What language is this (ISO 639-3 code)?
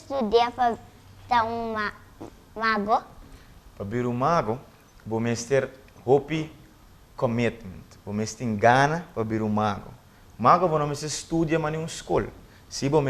pap